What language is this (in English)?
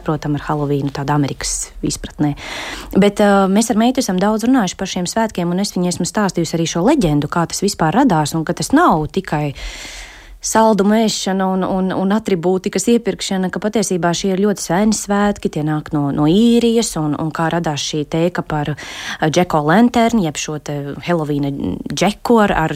Latvian